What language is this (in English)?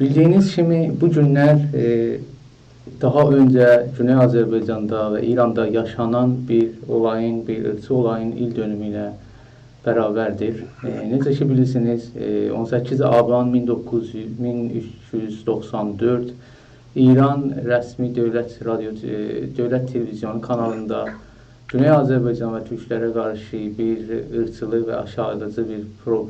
South Azerbaijani